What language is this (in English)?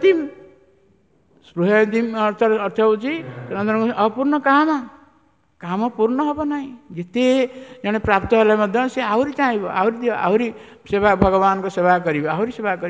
Odia